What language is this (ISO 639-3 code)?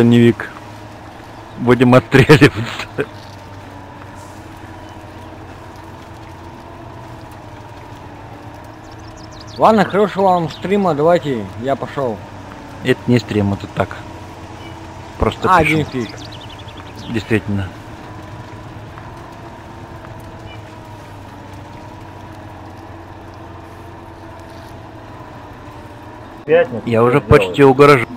rus